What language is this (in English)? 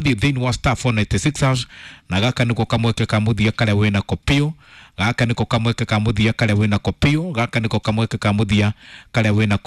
Kikuyu